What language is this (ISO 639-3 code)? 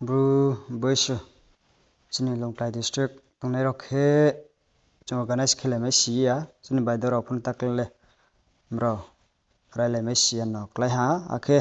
ria